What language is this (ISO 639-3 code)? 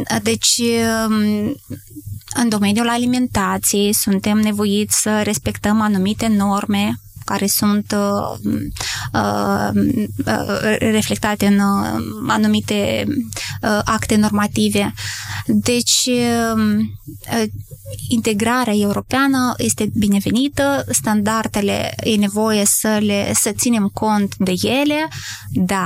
ron